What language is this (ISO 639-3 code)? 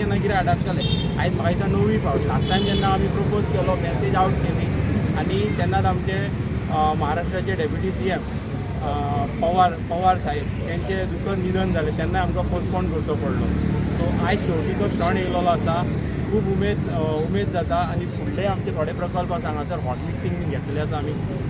kok